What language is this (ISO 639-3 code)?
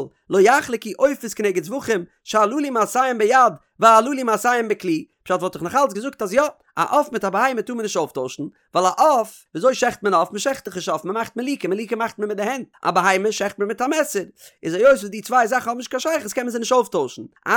yid